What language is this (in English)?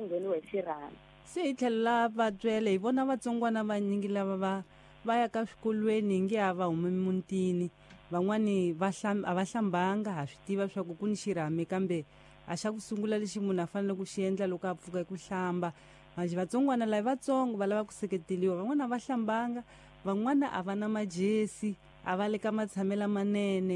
Tsonga